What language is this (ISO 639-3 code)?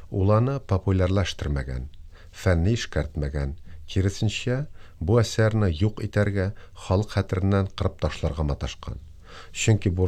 tat